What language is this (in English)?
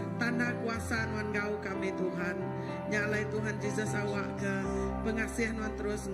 Iban